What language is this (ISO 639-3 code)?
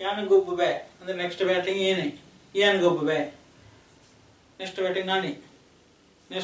kan